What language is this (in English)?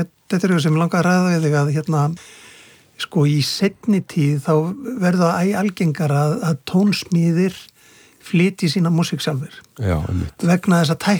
Icelandic